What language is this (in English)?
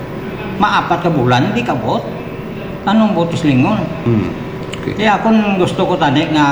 Hiligaynon